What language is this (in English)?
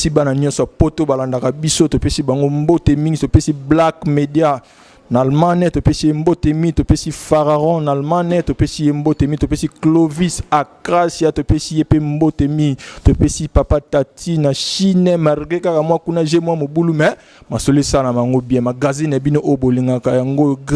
Lingala